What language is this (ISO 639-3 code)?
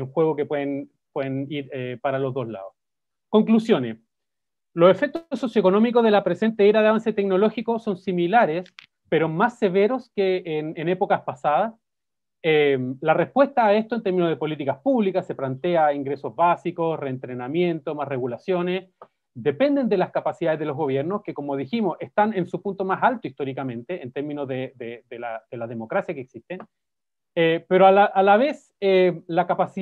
spa